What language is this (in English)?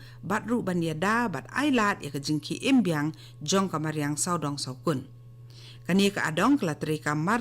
Khasi